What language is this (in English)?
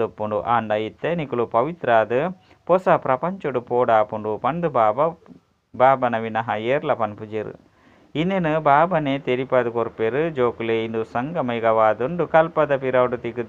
Tulu